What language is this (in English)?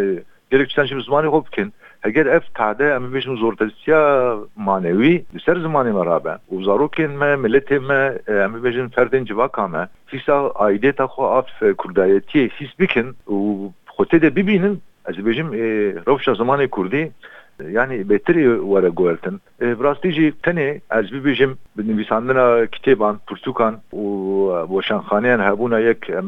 Kurdish